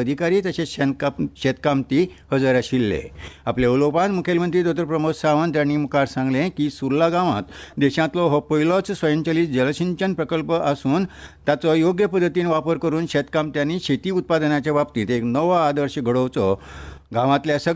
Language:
Konkani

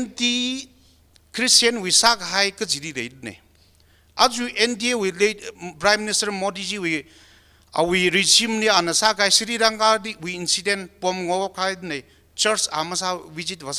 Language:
Tangkhul Naga (India)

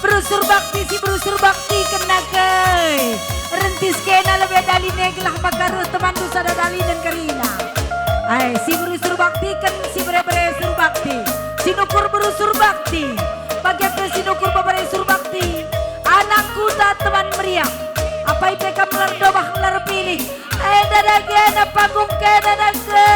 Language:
Batak Karo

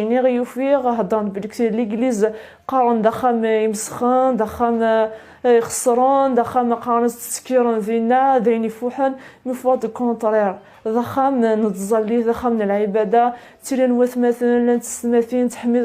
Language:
Kabyle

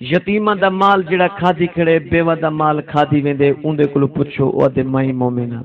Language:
Saraiki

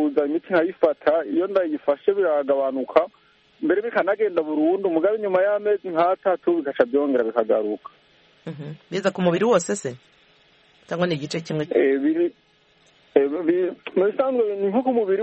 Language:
Kinyarwanda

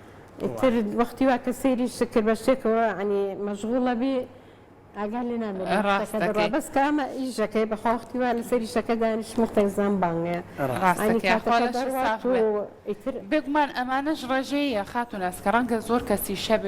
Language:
Central Kurdish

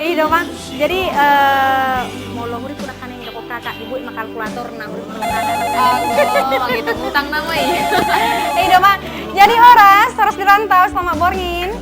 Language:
Batak Toba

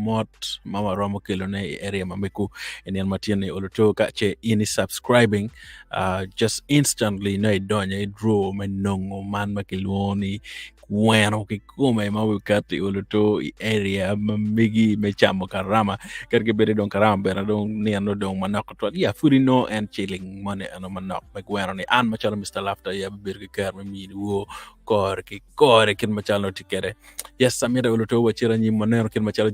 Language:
Acoli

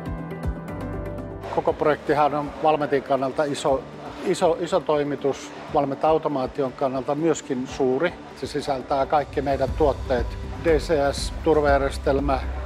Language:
Finnish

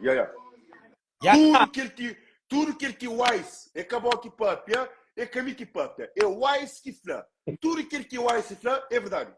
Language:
Kabuverdianu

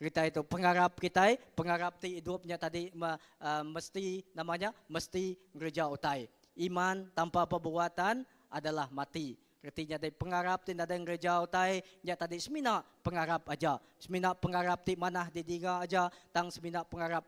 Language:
Iban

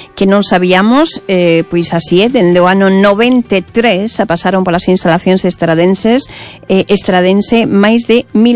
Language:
Galician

